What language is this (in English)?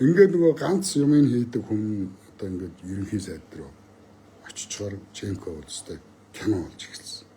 Mongolian